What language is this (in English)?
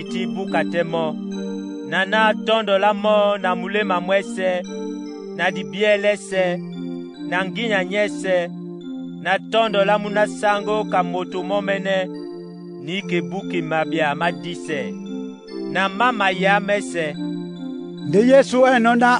Duala